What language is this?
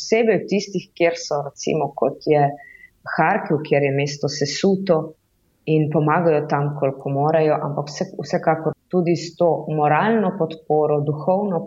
Slovenian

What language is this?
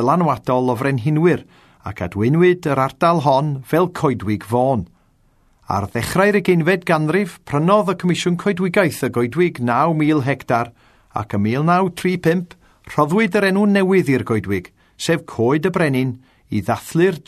Welsh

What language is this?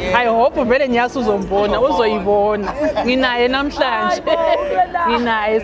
Zulu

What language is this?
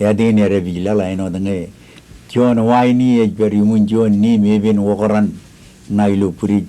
Marshallese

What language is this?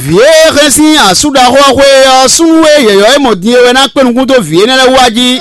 Fon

